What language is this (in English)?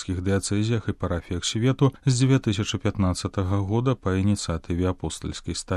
Belarusian